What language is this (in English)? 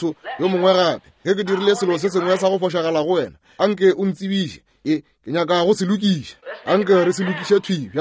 Northern Sotho